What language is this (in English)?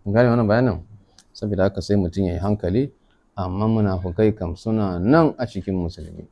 Hausa